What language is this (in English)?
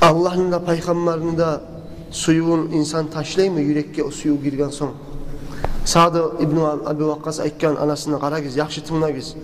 Kumyk